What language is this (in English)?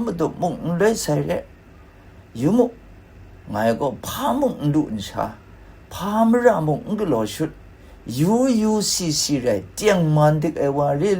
Kachin